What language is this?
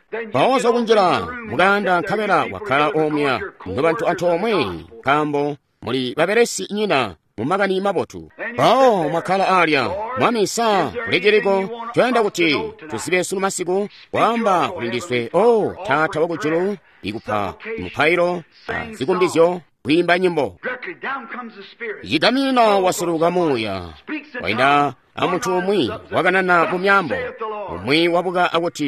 Tonga (Zambia)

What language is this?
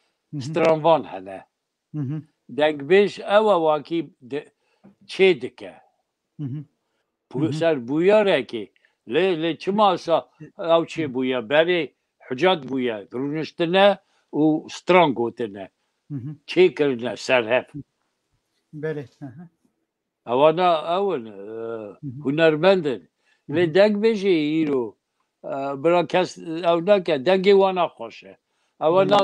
Kurdish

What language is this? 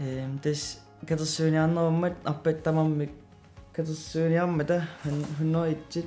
Kalaallisut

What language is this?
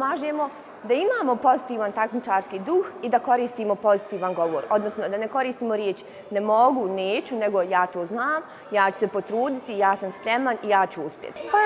Bosnian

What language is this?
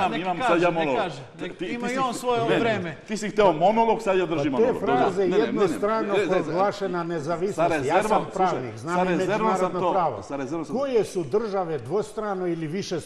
Serbian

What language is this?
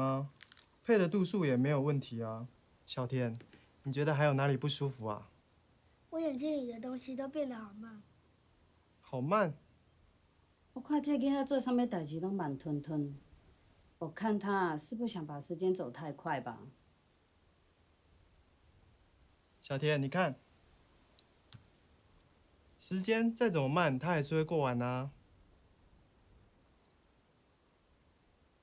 Chinese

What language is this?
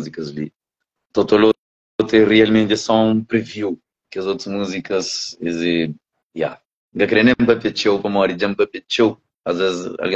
Kabuverdianu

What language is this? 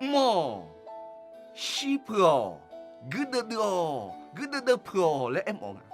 Akha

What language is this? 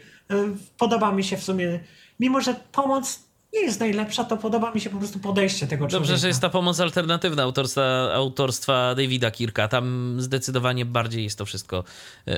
Polish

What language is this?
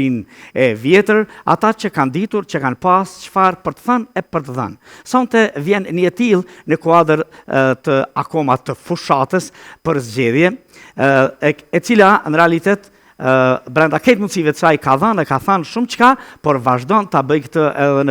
Albanian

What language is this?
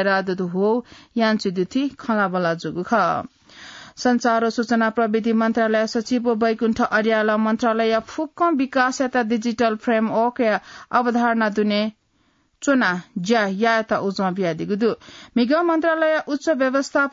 Newari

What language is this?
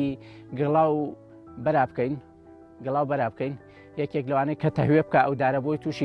Central Kurdish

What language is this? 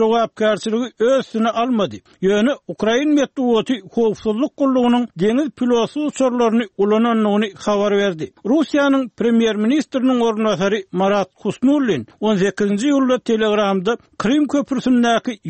Turkmen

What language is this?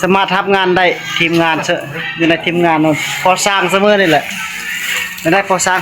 Northeastern Thai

